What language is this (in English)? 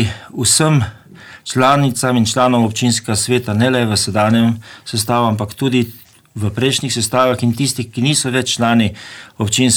Slovenian